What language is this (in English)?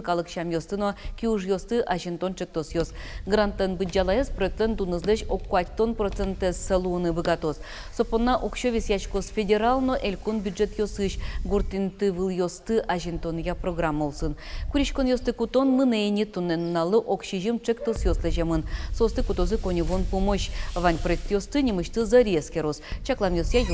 Udmurt